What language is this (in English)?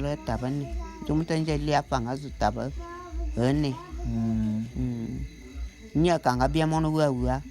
Bulu